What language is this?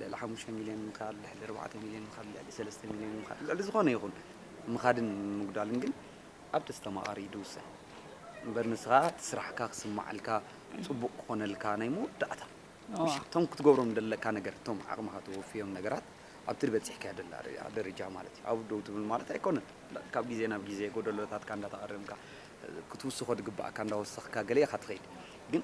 Tigrinya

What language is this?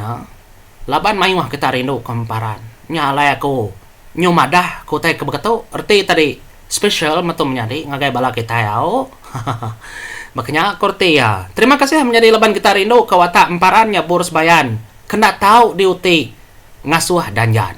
Iban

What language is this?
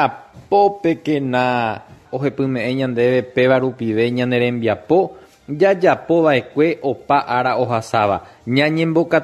Guarani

